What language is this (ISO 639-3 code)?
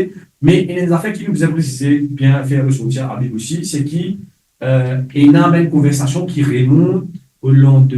mfe